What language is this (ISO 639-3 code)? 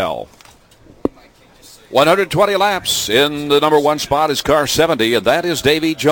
eng